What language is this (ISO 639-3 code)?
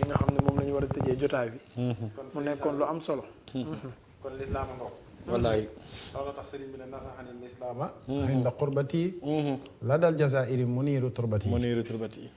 wol